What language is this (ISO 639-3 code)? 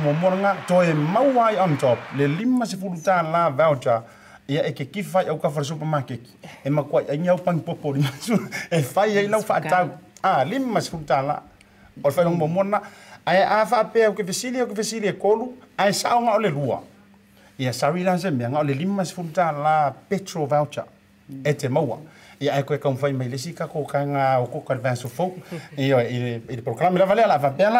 smo